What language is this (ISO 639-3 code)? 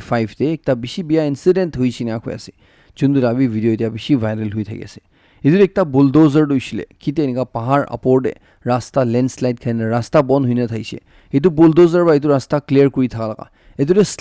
nag